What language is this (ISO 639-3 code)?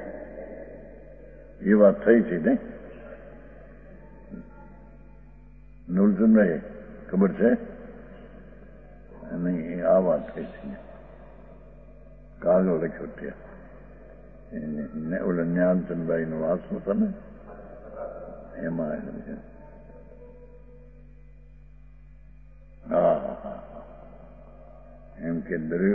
guj